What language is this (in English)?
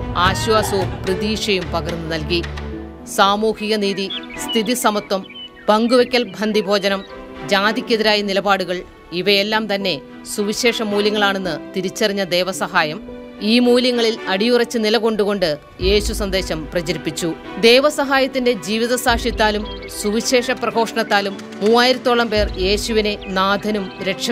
Malayalam